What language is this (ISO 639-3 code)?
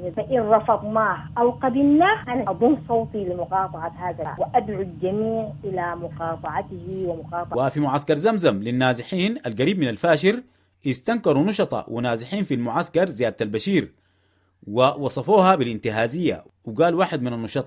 apd